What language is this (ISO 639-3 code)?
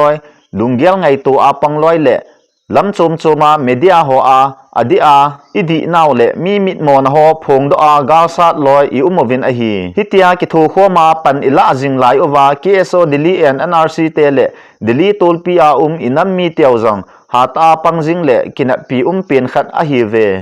tcz